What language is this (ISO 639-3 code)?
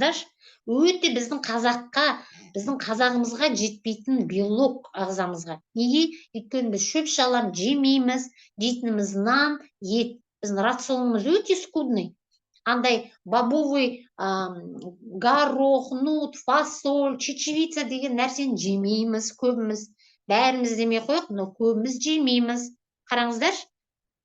kaz